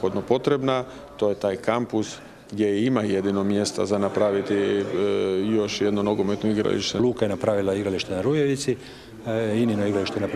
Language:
Croatian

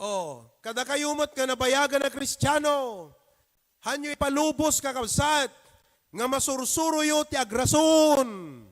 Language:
Iloko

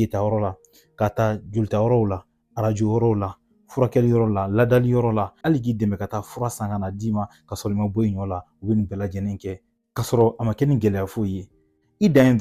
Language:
Bambara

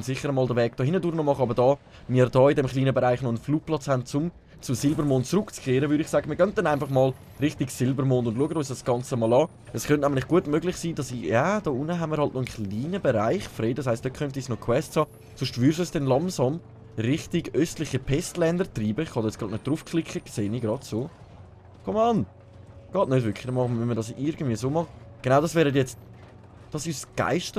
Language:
Swiss German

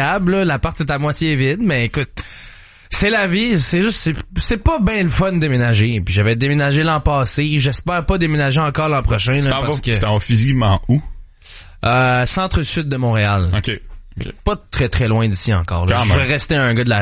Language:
French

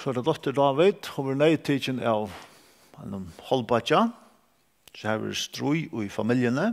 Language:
Faroese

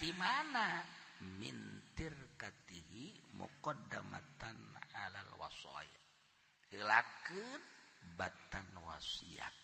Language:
Sundanese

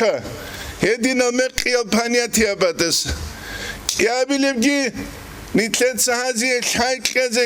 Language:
Avaric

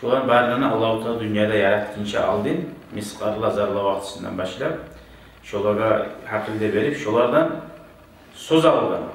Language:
Kumyk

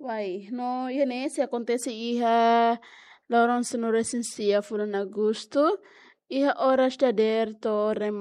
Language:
Tetum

